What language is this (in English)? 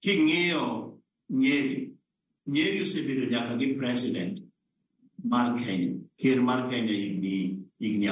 Luo (Kenya and Tanzania)